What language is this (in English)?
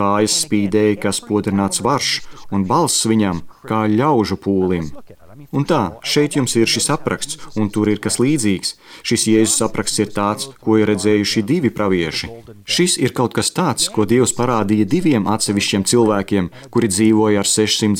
Latvian